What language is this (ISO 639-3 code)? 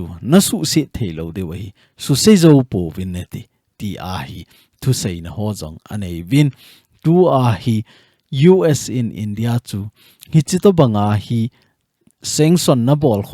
tcz